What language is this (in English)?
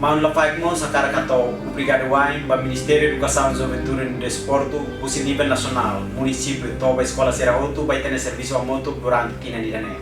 Tetum